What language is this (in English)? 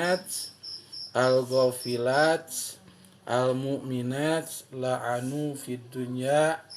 Sundanese